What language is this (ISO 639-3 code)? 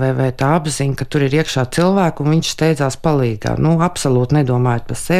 lav